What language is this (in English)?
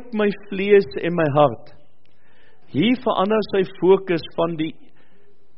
Afrikaans